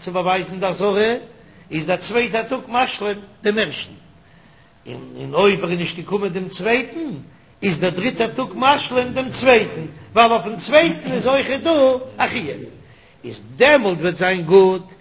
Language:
Yiddish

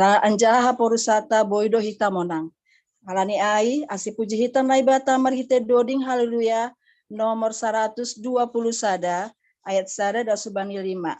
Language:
Batak Simalungun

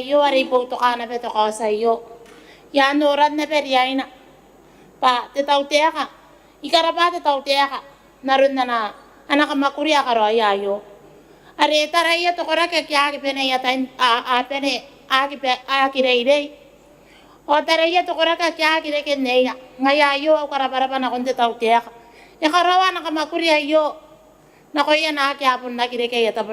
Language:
Gilbertese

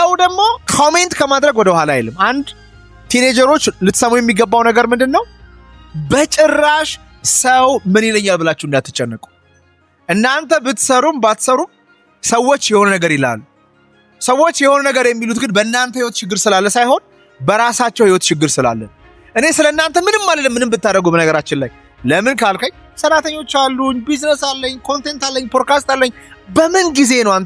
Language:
Amharic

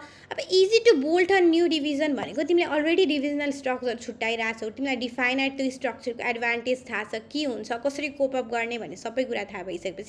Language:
Nepali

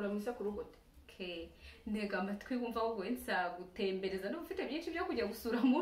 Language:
Kinyarwanda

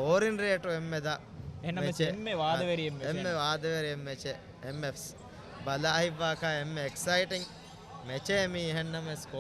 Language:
Divehi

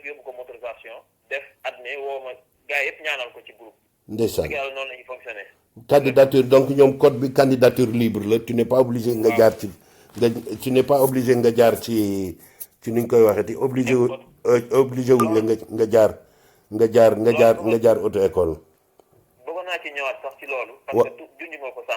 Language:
Wolof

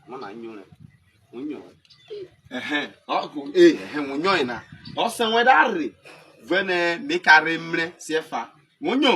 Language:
Urhobo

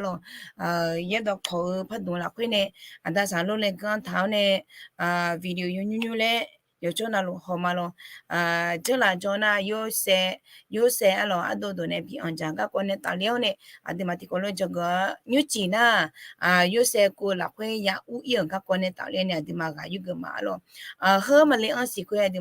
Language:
Akha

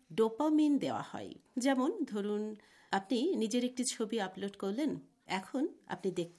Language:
Bangla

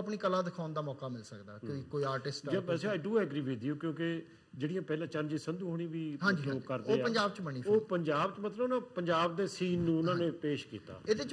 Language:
Punjabi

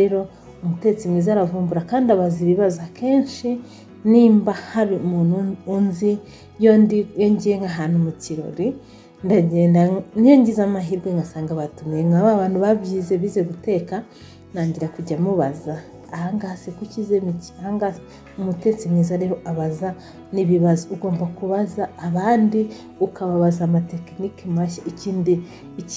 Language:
Kinyarwanda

